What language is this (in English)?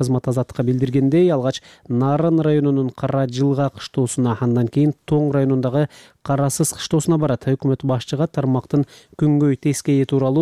Kyrgyz